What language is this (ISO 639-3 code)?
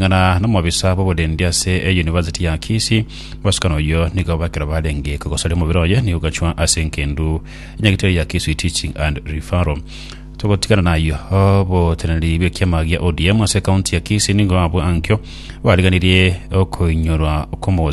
guz